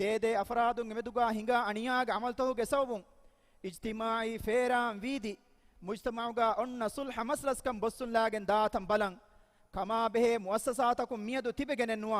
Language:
Divehi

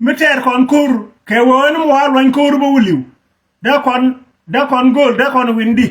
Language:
Nuer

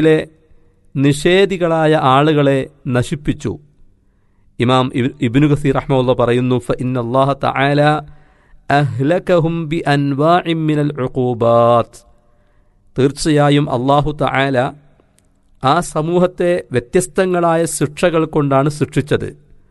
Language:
Malayalam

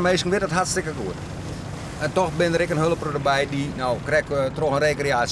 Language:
Western Frisian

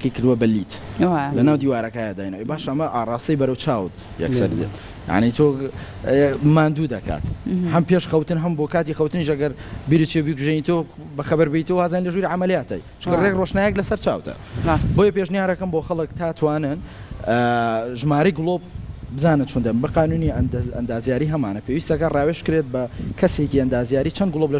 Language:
Central Kurdish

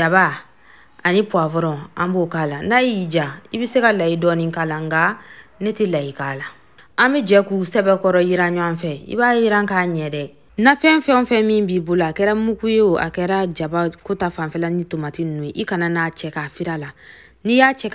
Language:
Bambara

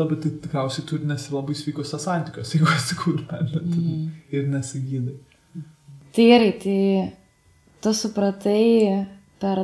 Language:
Lithuanian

